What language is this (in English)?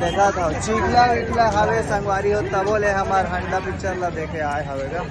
Chhattisgarhi